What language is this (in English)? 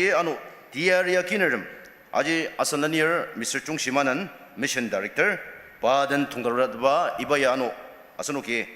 Ao Naga